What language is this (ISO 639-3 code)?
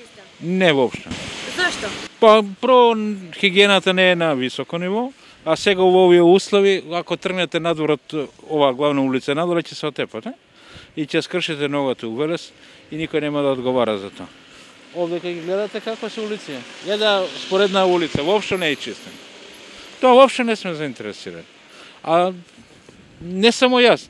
mkd